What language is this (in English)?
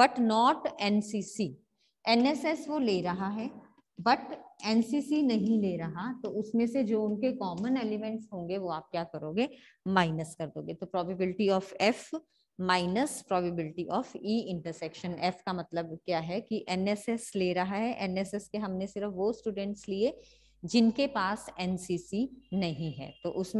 Hindi